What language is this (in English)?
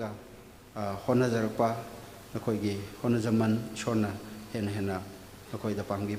Tangkhul Naga (India)